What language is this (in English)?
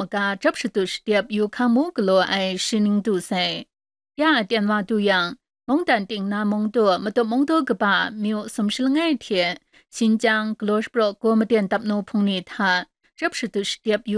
Kachin